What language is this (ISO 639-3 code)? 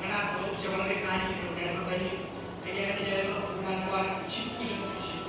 mah